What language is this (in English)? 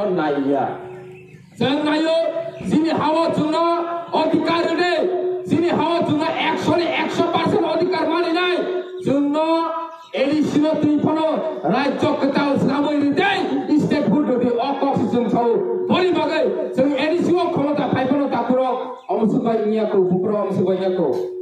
Kok Borok